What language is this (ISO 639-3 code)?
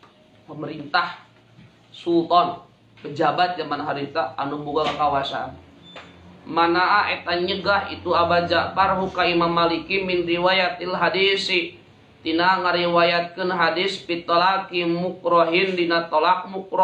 sun